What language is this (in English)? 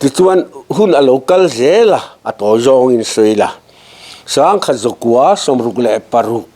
Mizo